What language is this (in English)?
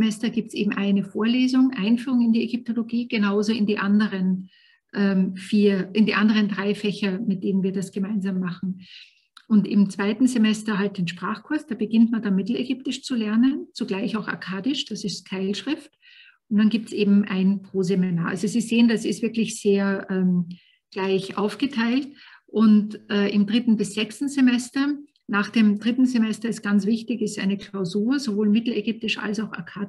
German